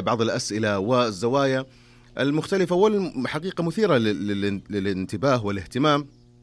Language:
Najdi Arabic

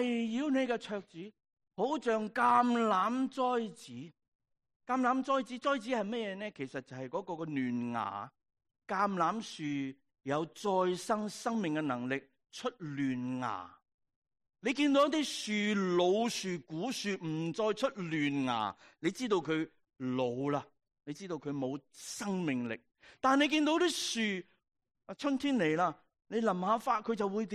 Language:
Cantonese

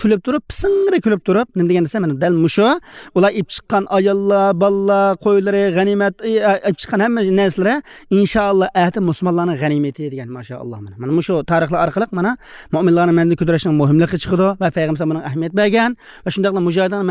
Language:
Uyghur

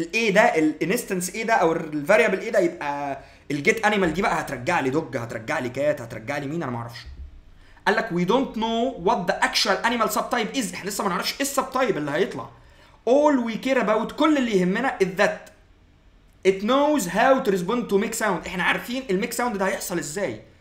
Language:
Egyptian Arabic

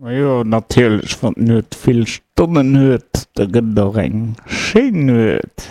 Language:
Luxembourgish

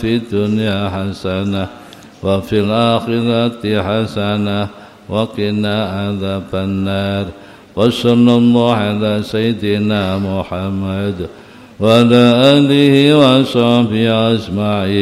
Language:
Arabic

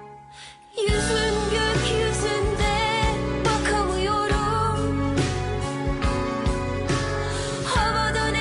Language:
Persian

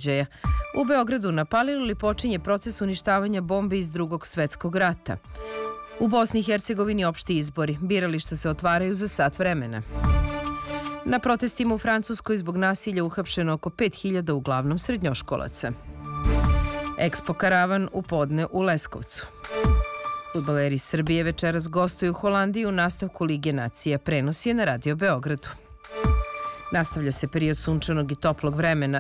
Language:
Serbian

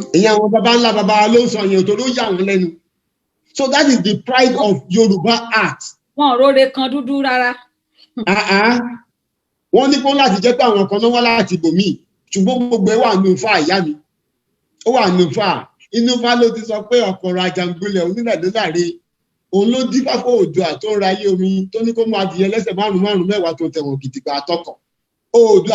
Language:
Yoruba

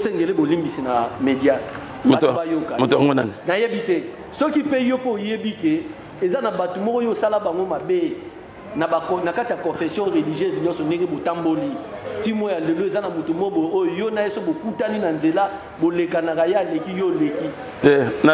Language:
Lingala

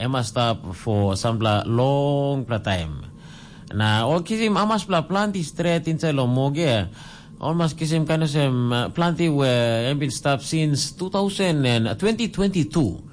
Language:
Tok Pisin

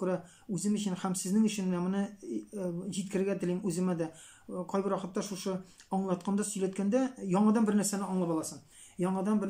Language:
Tatar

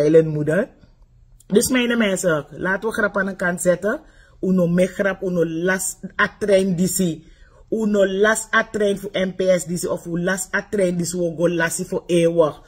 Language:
Sranan Tongo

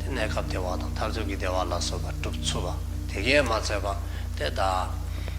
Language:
Dzongkha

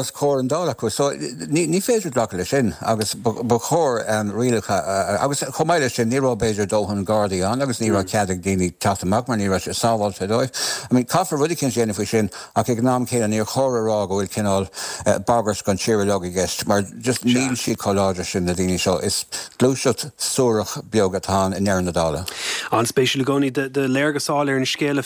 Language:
Irish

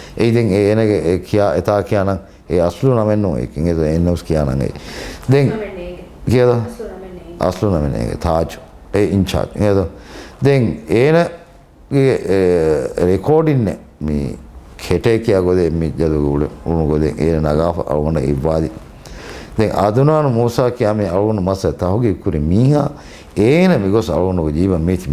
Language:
Divehi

